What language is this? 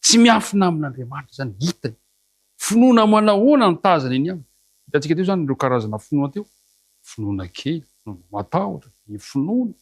Malagasy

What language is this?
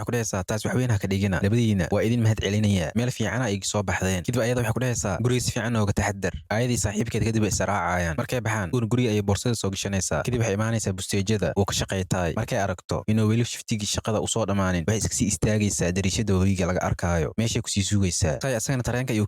Somali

